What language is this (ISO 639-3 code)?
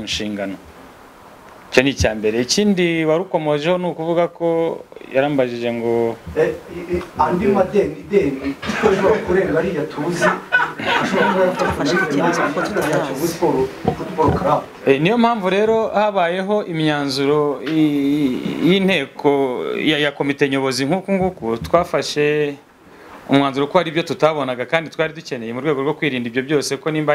kin